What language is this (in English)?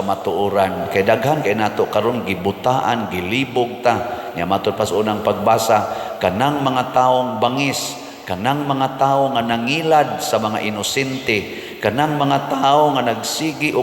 Cebuano